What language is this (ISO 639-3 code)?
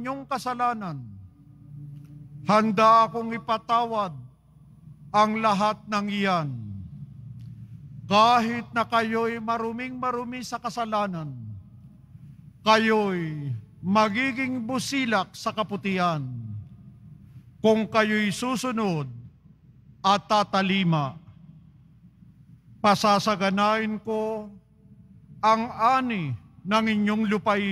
fil